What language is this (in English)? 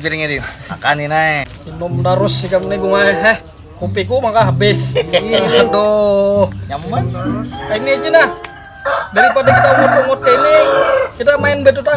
Banjar